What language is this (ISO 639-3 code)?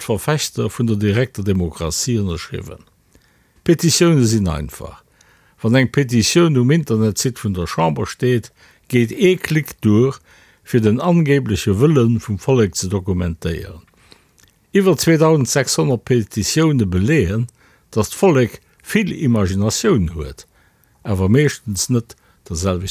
ltz